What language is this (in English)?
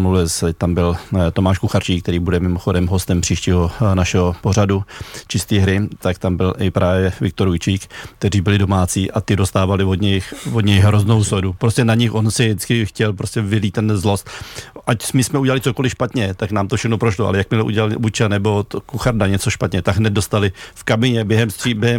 Czech